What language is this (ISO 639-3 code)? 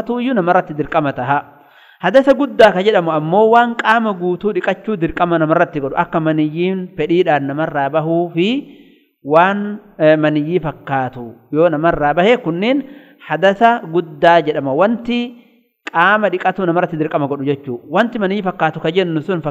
orm